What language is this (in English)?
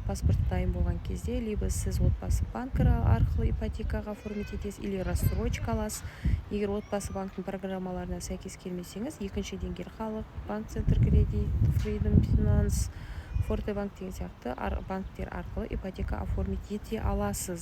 Kazakh